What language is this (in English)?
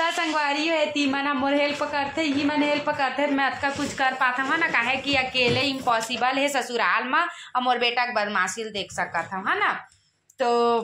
Chhattisgarhi